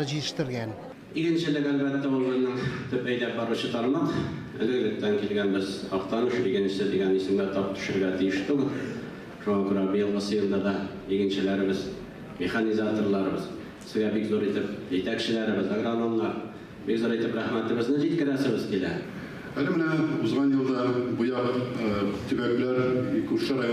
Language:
Tatar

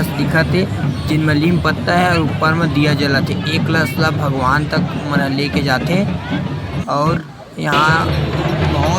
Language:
Chhattisgarhi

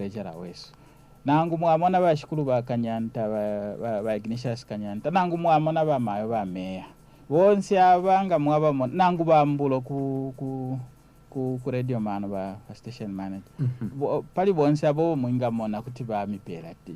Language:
Bemba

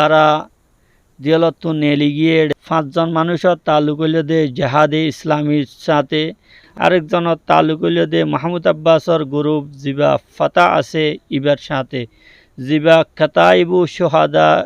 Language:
Rohingya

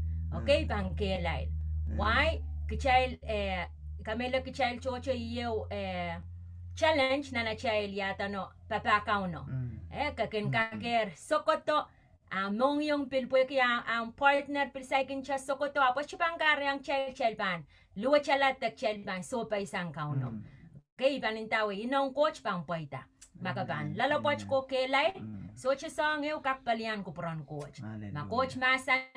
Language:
Pohnpeian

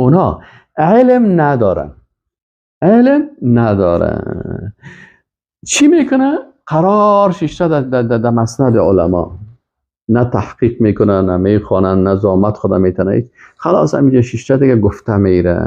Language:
Persian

